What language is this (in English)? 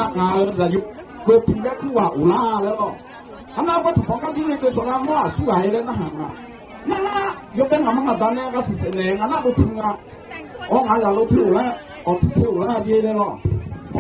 Akha